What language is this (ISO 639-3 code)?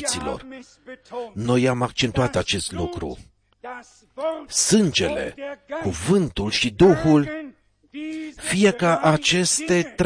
ron